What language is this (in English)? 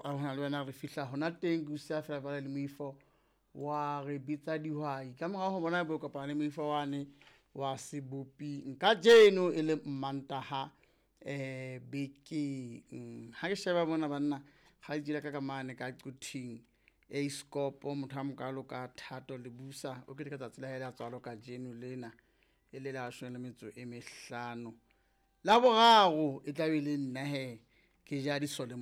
Southern Sotho